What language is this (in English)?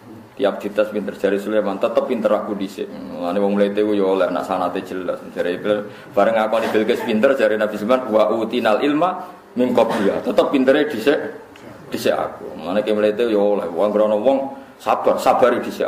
Javanese